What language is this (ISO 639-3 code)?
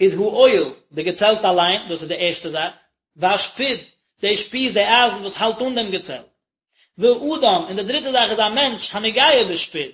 yid